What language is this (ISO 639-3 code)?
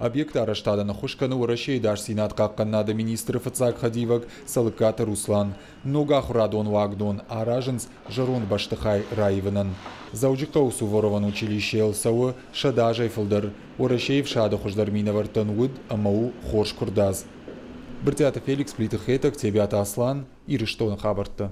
oss